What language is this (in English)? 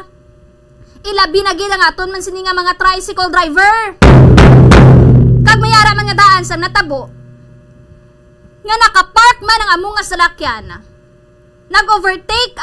Hiligaynon